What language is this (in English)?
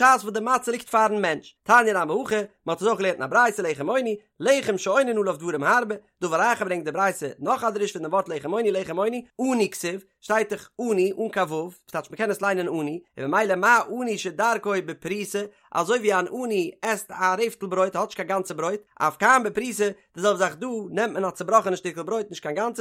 Yiddish